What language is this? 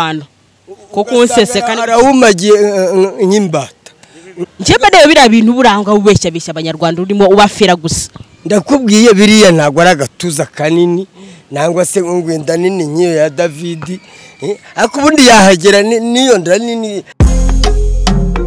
Kinyarwanda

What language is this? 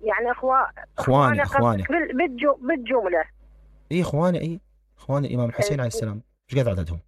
Mesopotamian Arabic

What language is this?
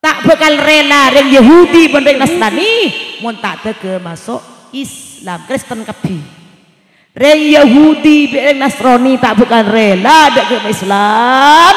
Madurese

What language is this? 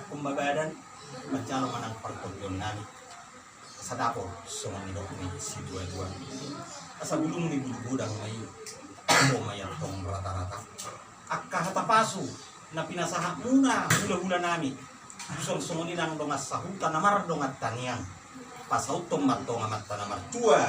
Batak Toba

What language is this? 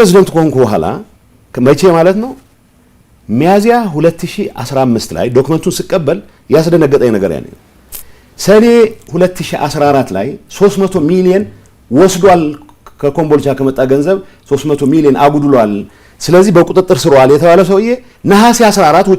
Amharic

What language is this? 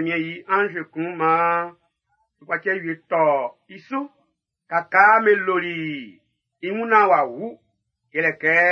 Baoulé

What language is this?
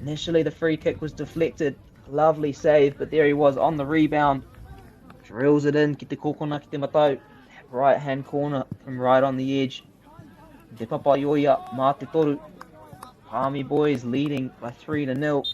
Māori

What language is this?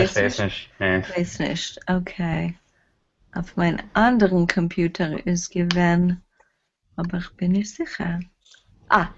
Yiddish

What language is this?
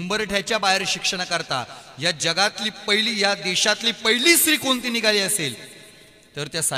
Marathi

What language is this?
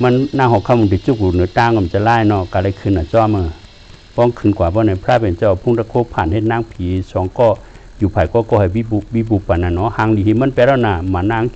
Shan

